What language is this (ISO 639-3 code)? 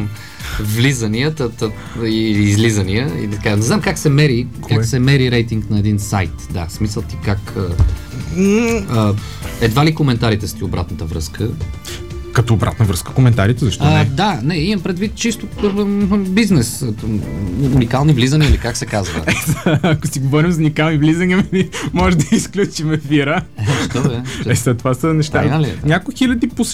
bul